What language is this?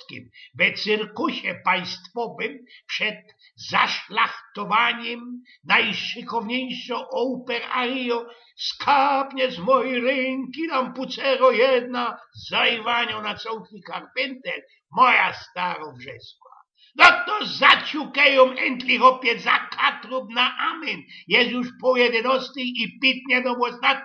Silesian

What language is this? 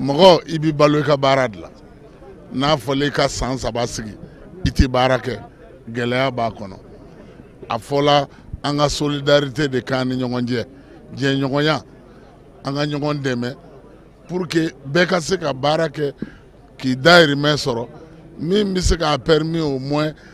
Bambara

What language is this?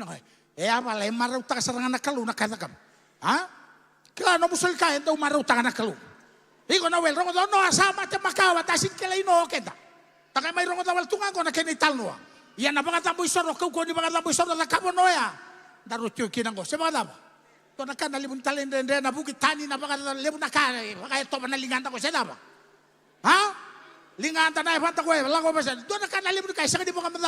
Fijian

